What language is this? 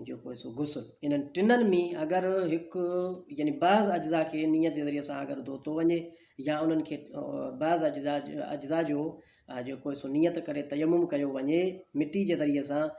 Sindhi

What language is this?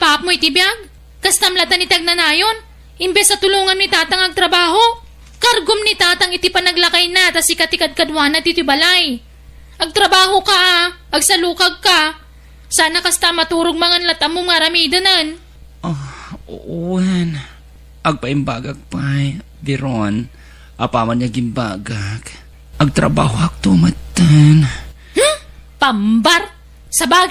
Iloko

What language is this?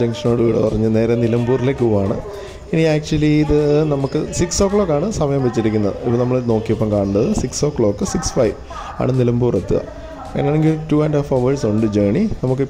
Malayalam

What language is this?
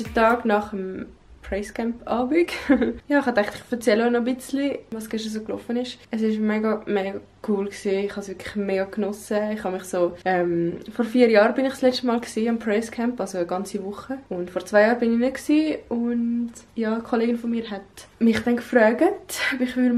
Swiss German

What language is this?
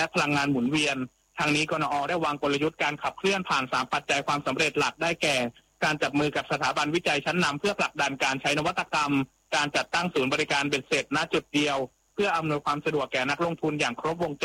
Thai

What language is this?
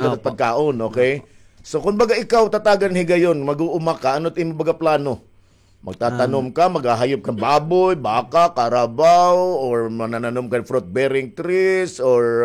Waray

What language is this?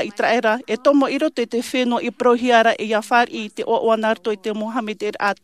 Tahitian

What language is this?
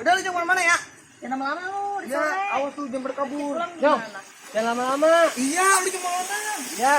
Betawi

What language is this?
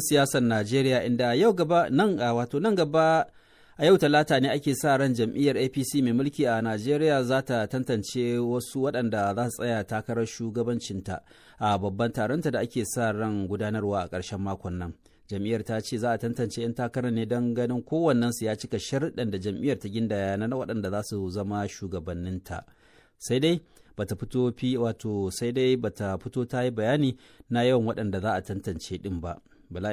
Hausa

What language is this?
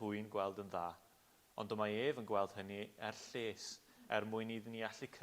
Welsh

